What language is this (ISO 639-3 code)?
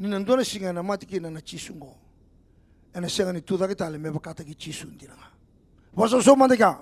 fij